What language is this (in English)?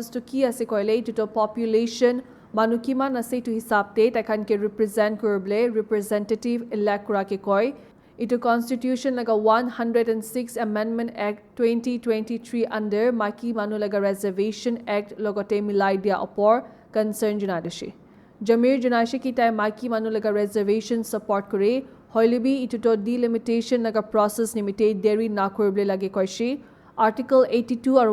Naga Pidgin